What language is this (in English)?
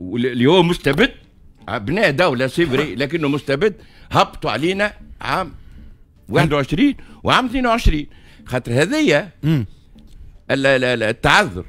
Tunisian Arabic